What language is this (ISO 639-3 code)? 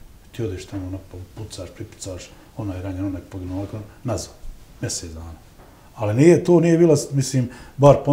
bos